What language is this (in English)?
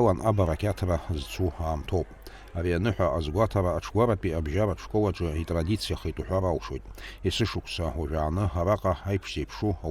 Abkhazian